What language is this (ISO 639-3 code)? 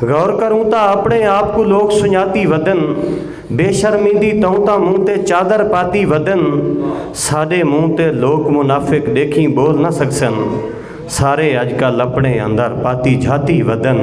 skr